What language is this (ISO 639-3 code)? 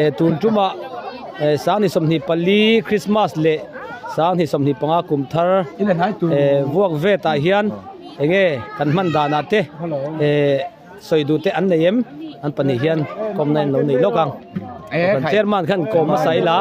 lus